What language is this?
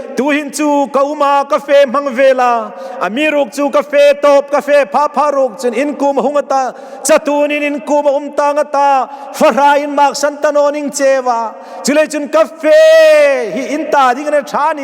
Hmar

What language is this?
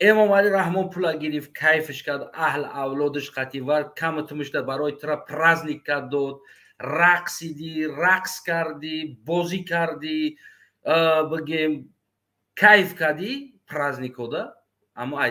Tajik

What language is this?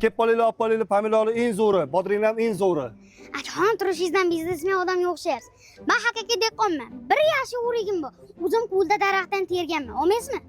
Uzbek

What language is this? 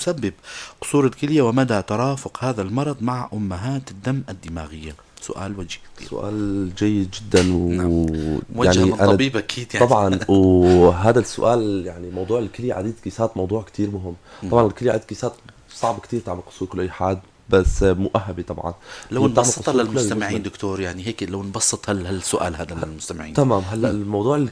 North Levantine Arabic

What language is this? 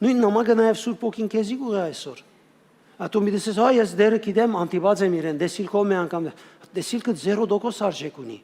Western Armenian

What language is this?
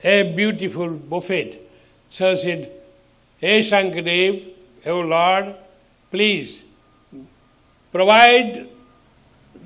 English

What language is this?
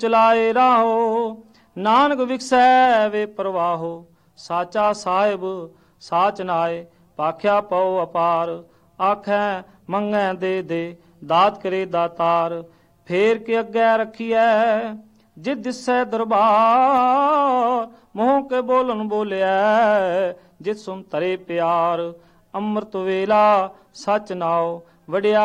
Punjabi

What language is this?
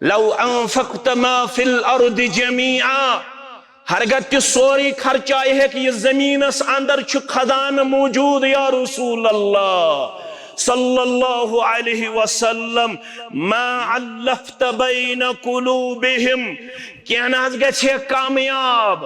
Kashmiri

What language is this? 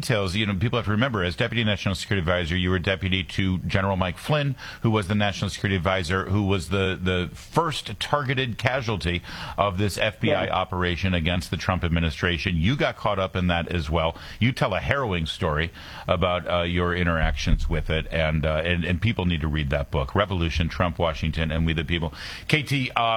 English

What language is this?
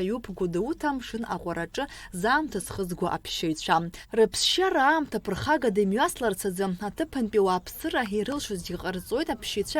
Abkhazian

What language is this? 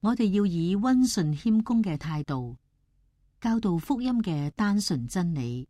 Cantonese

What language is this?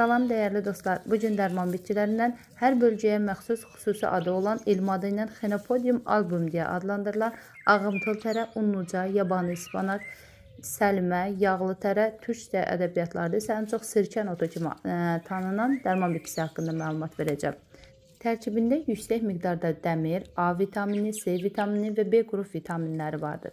Azerbaijani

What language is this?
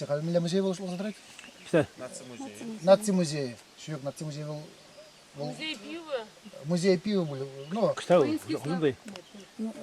Chuvash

